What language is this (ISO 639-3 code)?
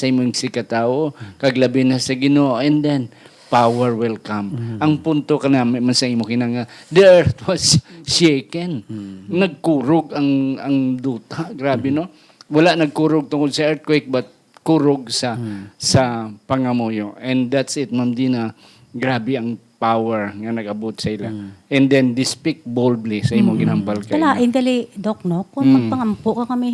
hil